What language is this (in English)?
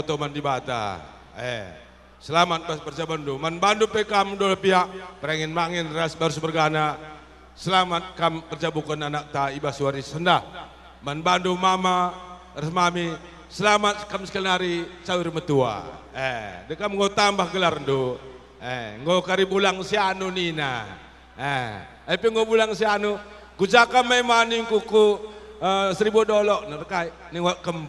Batak Karo